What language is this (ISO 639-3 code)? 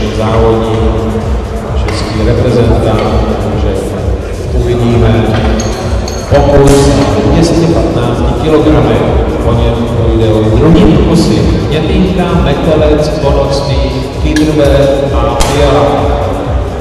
ces